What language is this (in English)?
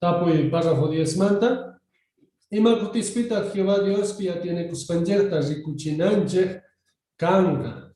South Bolivian Quechua